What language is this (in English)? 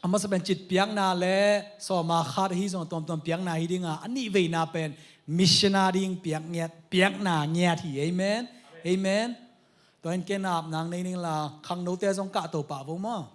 Tedim Chin